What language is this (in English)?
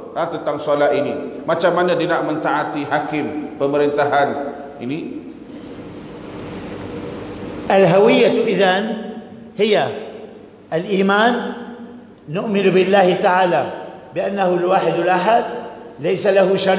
Malay